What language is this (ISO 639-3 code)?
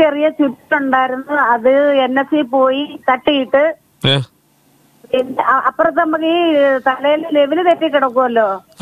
mal